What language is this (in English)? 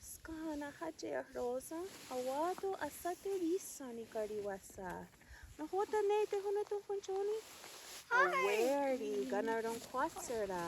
Mohawk